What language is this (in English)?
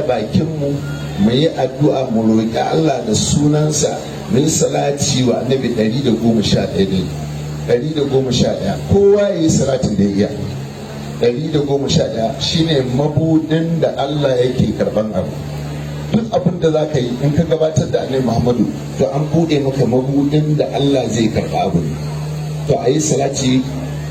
Hausa